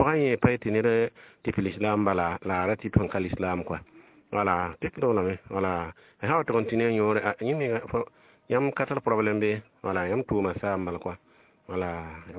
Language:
Mossi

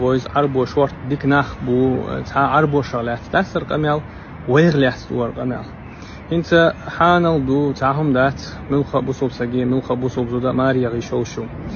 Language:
Chechen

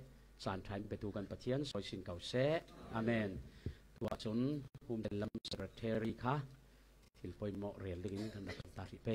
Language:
Falam Chin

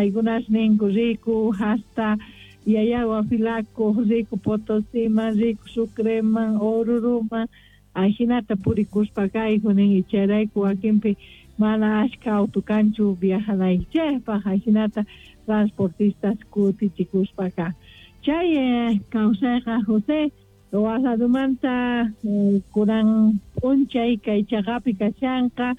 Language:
South Bolivian Quechua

